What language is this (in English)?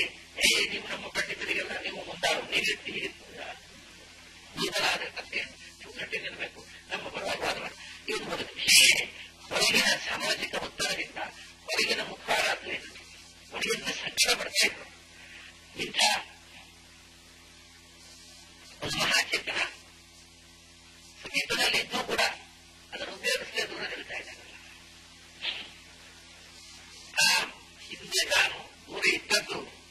Kannada